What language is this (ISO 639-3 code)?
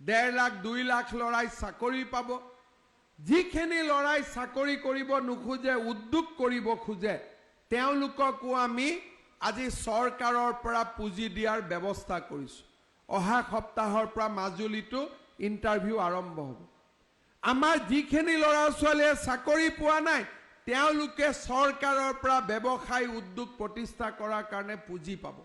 asm